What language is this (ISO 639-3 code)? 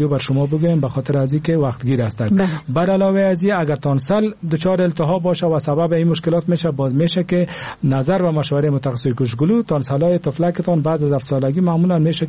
fas